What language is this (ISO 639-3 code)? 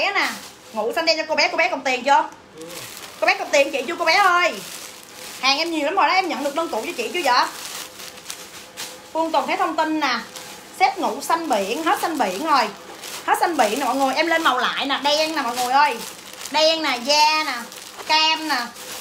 vie